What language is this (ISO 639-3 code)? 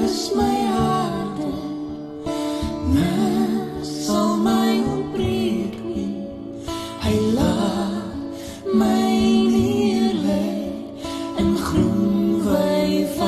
afr